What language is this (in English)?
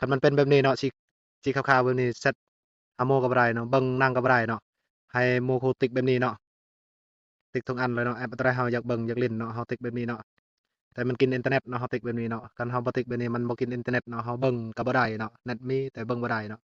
Lao